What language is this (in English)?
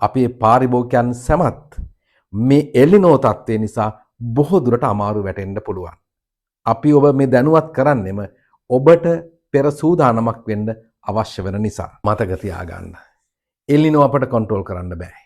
Sinhala